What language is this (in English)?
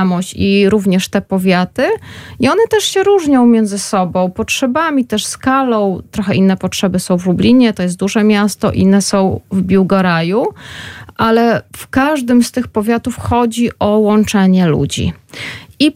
Polish